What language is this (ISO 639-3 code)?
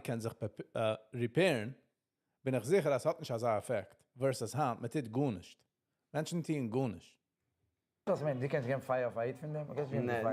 yid